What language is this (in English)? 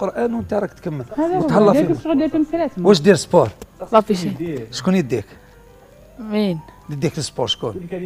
Algerian Arabic